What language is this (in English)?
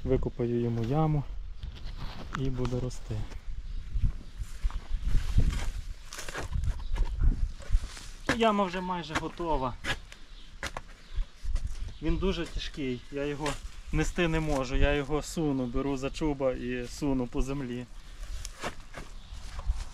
Ukrainian